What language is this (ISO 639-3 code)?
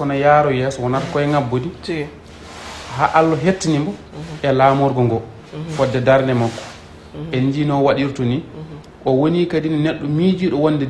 ful